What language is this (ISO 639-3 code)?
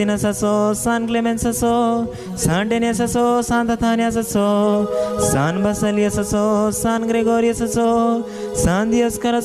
kok